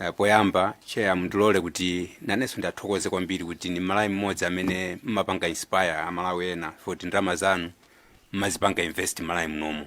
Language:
Nyanja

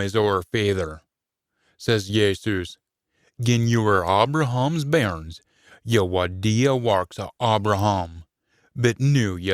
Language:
Scots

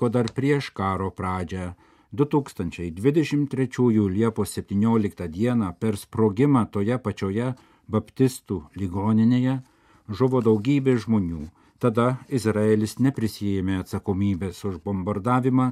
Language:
Lithuanian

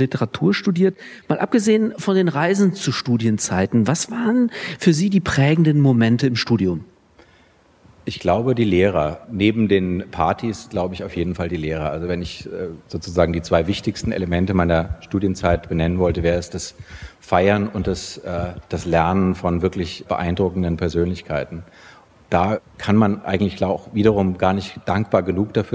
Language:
German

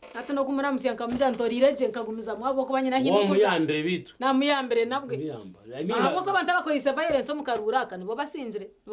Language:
Nyankole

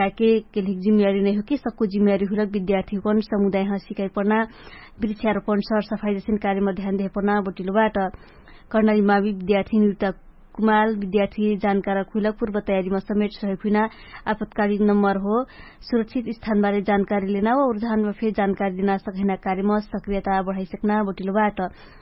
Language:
Dangaura Tharu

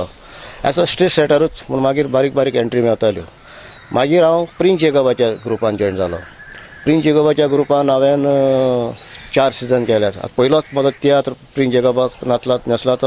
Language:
Konkani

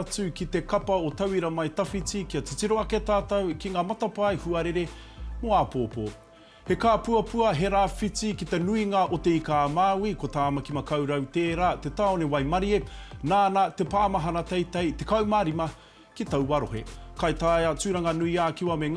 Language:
Māori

